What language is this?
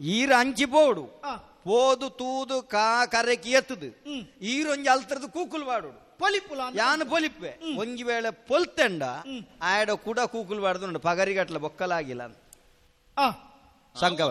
Tulu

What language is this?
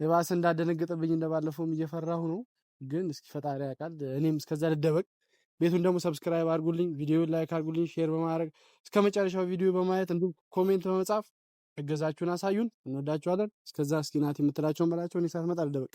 Amharic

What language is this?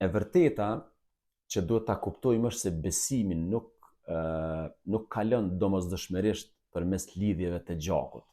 Albanian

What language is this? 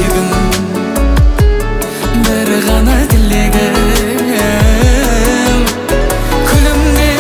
Kazakh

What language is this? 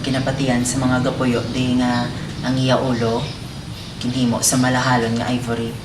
Hiligaynon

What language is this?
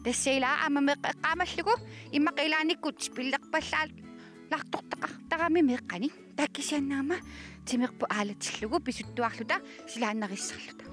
Kalaallisut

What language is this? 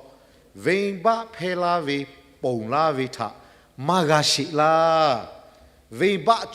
Lahu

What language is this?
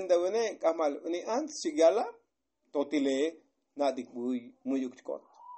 Tzotzil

